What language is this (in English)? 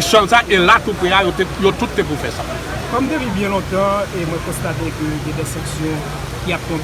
Haitian Creole